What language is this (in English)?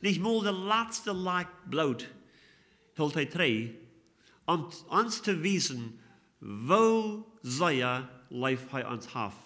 Plautdietsch